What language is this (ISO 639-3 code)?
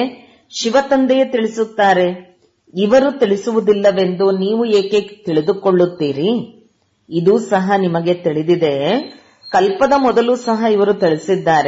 kan